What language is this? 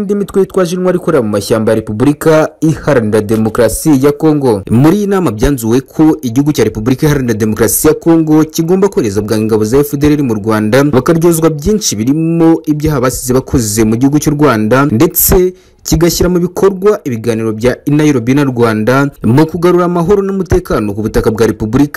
Kinyarwanda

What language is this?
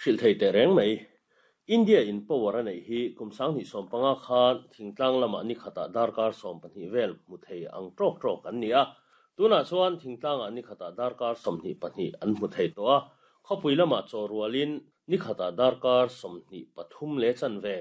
Mizo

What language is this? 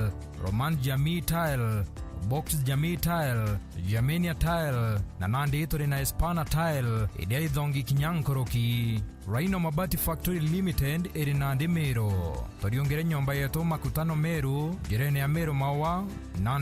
Meru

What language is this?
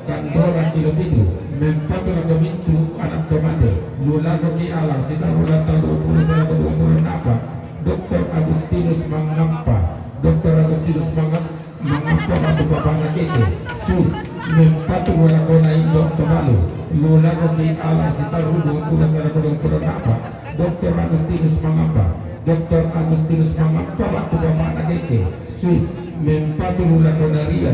Toraja-Sa'dan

